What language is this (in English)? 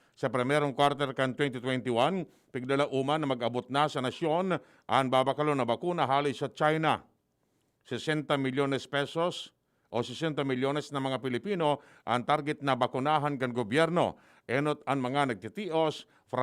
Bikol